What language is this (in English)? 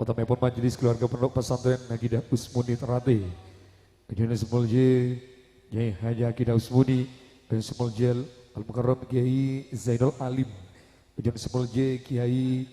Madurese